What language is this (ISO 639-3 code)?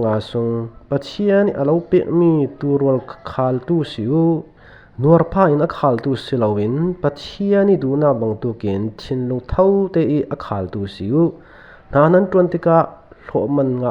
cfm